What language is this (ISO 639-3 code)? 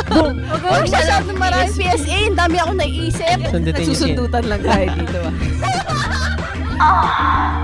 fil